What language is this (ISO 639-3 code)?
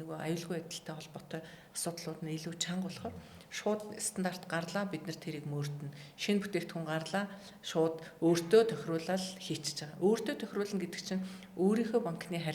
mon